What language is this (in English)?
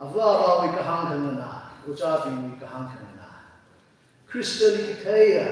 Tangkhul Naga (India)